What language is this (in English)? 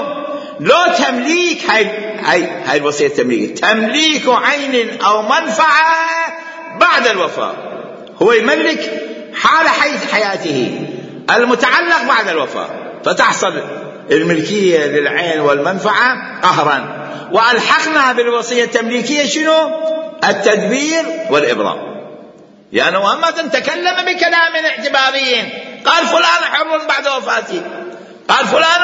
Mesopotamian Arabic